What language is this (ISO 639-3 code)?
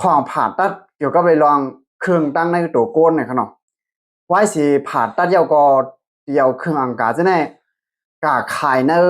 shn